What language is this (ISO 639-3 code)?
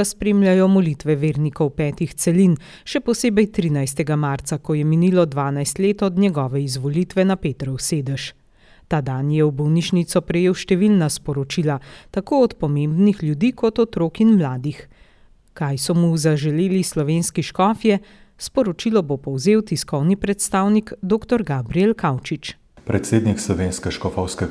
slv